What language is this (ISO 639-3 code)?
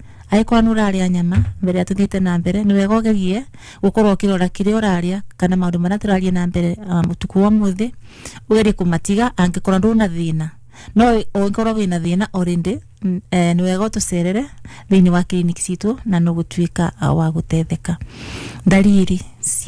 kik